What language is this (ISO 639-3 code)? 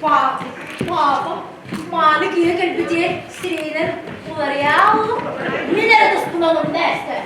sah